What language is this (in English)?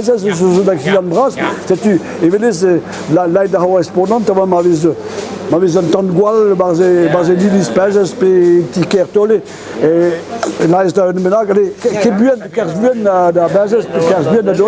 Breton